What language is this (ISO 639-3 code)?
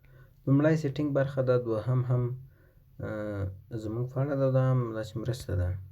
pus